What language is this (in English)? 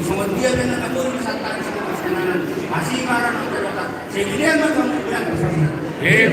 Batak Toba